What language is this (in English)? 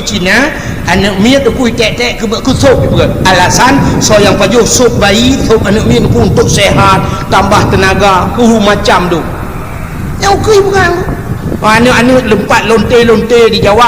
Achinese